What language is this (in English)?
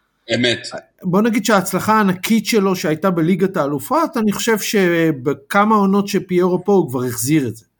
Hebrew